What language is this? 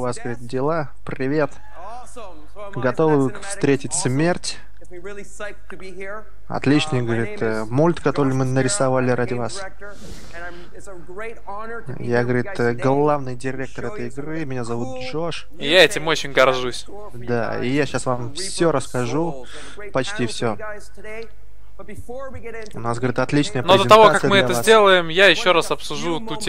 Russian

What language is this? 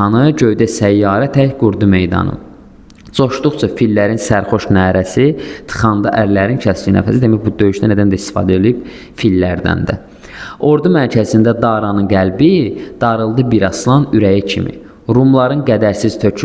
Azerbaijani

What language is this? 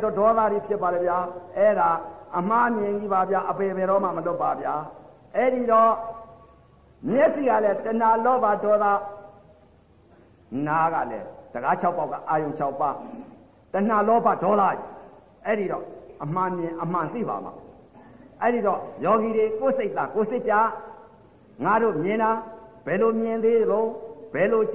Burmese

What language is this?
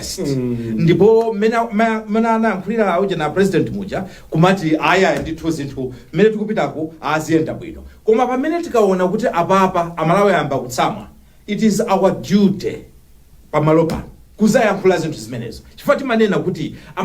Nyanja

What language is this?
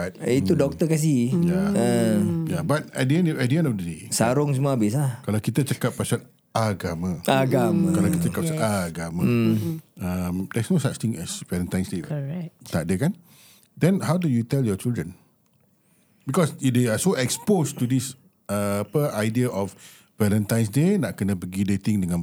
Malay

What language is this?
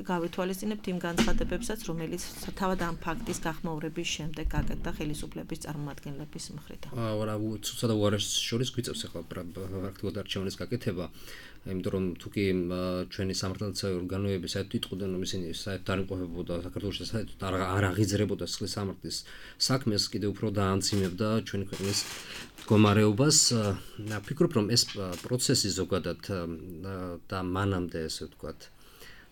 Georgian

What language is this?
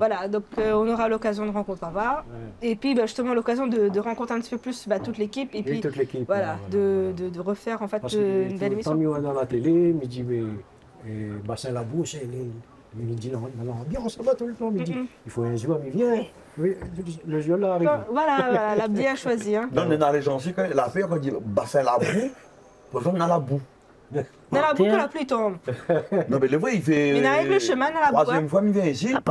Réunion Creole French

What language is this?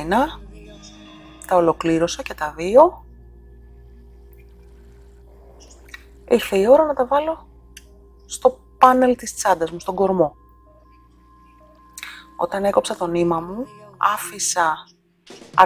Greek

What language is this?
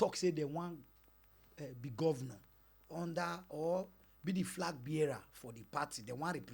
Nigerian Pidgin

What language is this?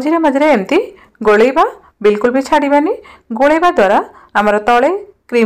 Odia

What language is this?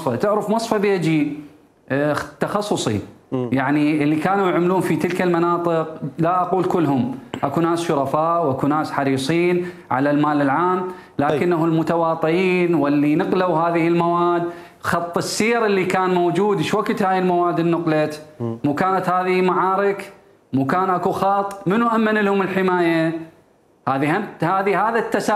Mesopotamian Arabic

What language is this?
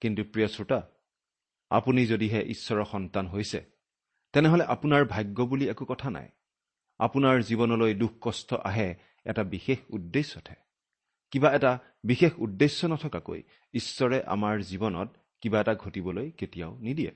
Assamese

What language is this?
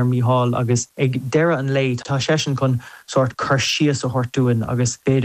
Irish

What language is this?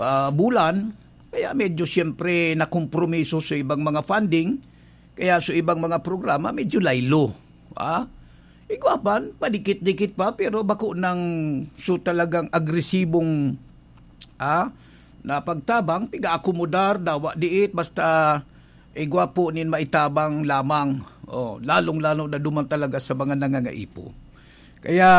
Bikol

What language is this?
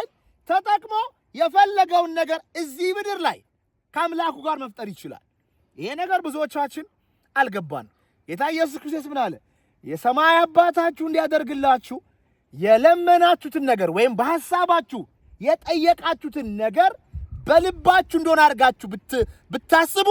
Amharic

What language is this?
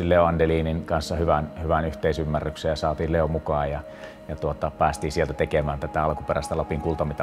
Finnish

